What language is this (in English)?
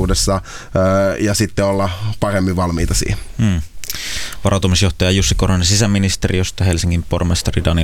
Finnish